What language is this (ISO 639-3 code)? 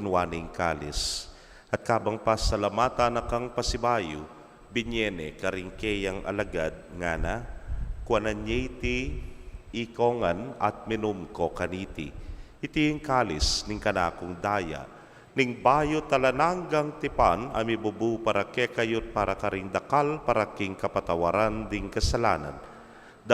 pam